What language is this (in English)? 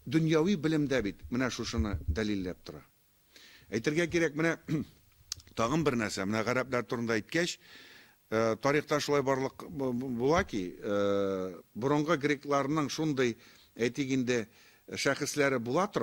Tatar